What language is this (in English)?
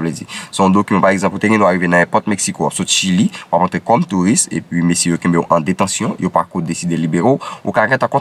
Haitian Creole